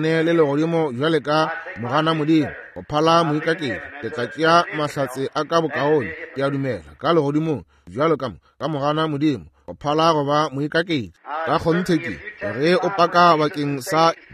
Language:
Northern Sotho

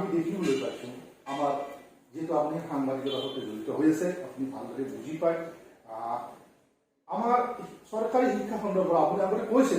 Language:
Assamese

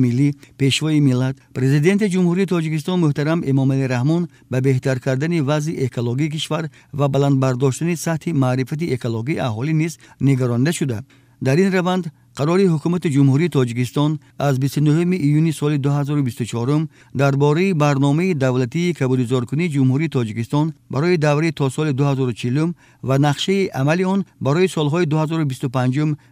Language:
Tajik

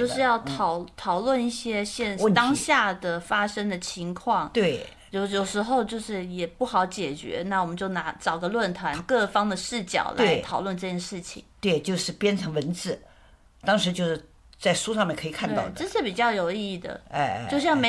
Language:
Chinese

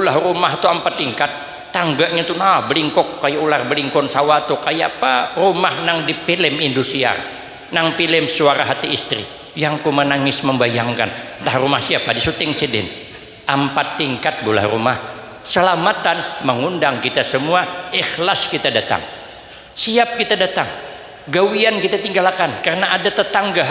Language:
Banjar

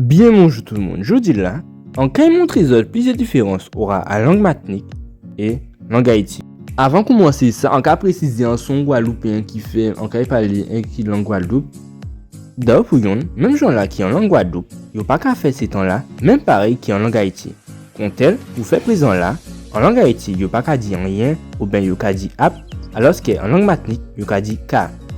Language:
Guadeloupean Creole French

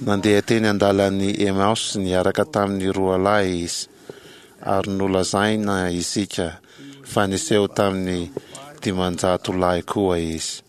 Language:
Malagasy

